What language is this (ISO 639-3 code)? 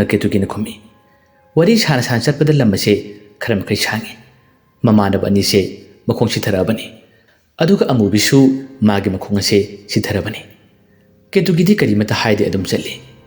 mni